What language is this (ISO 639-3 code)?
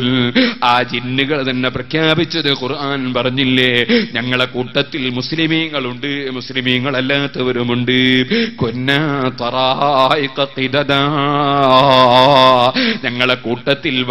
mal